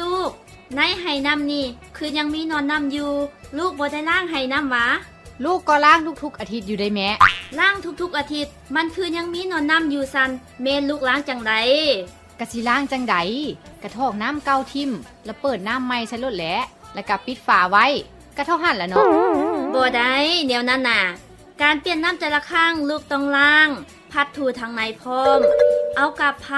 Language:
Lao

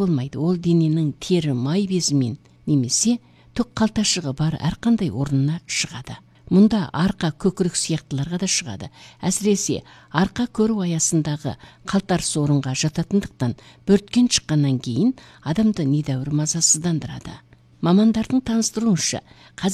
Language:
Kazakh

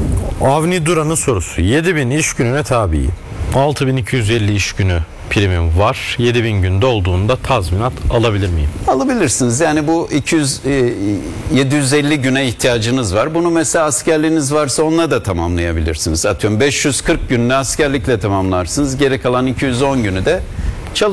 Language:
Turkish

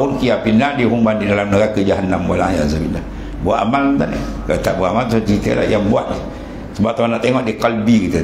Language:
Malay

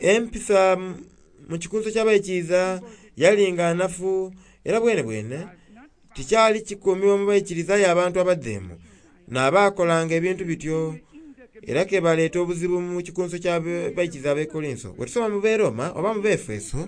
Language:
Soga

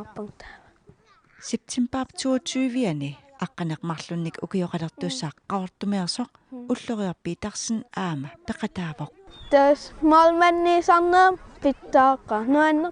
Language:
Kalaallisut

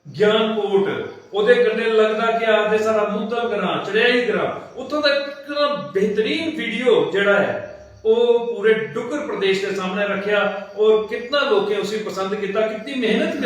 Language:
Dogri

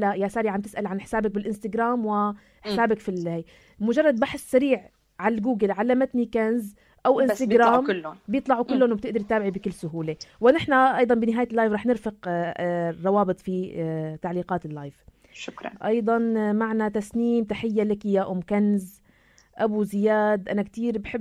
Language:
North Levantine Arabic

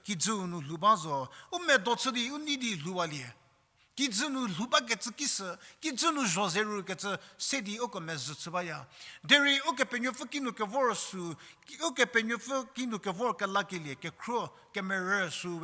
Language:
Angami Naga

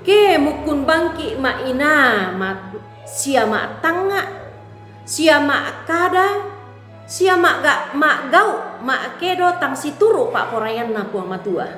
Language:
Toraja-Sa'dan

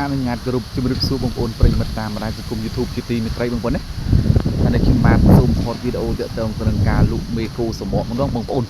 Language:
Khmer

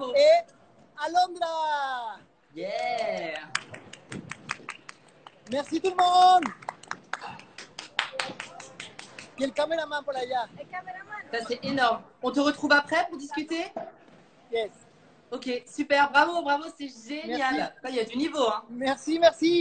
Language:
French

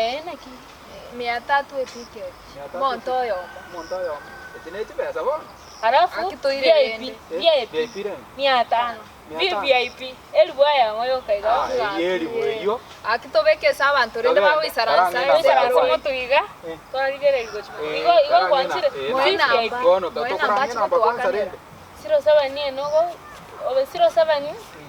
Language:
Gusii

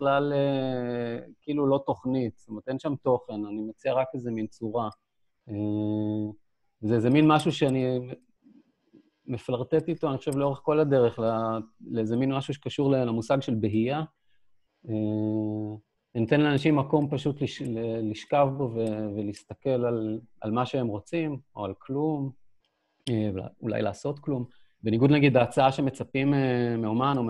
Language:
Hebrew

